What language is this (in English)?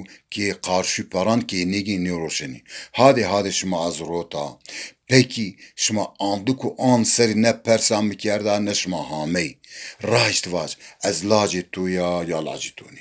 Zaza